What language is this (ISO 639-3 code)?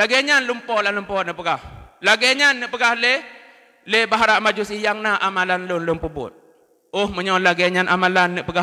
ace